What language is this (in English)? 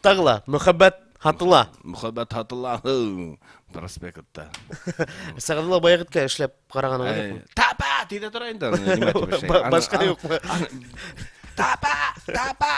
Bashkir